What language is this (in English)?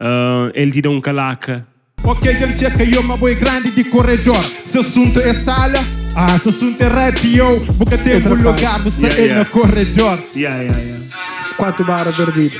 Kabuverdianu